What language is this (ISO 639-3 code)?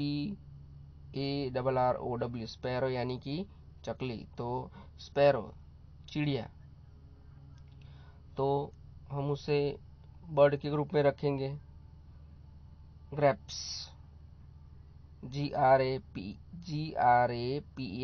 hin